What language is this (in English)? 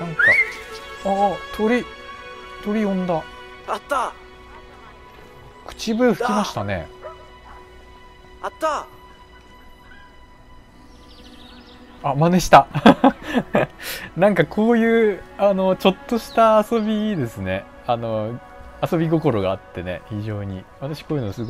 Japanese